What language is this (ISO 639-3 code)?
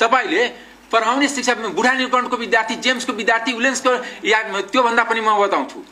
nep